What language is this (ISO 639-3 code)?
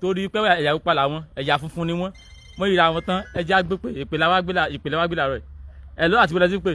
yor